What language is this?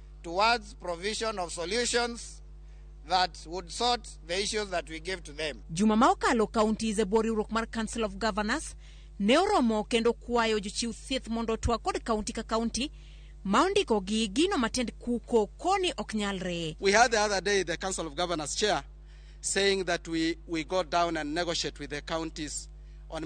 Luo (Kenya and Tanzania)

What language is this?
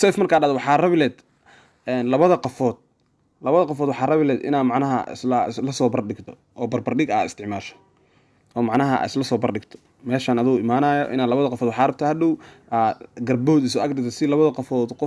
Somali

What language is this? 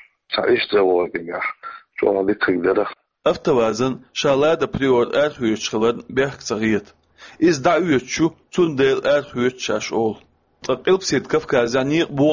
Chechen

